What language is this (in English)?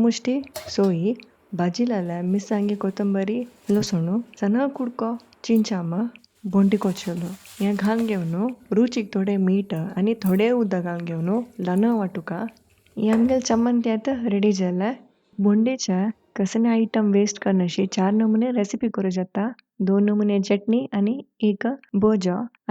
Konkani